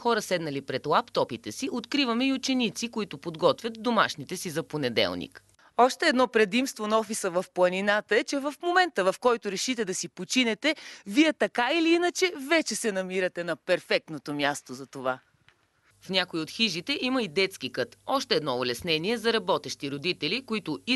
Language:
Bulgarian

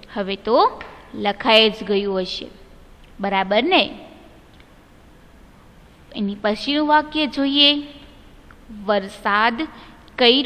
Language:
Gujarati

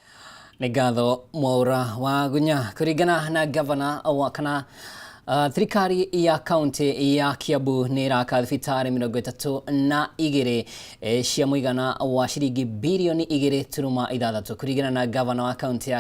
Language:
Kikuyu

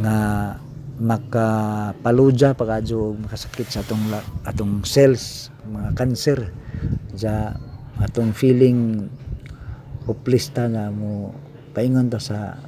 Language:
Cebuano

